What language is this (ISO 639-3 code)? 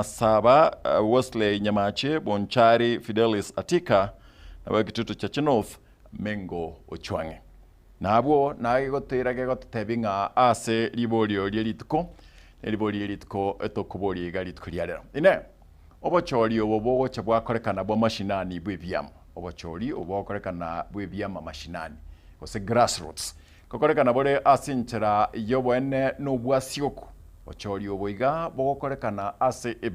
guz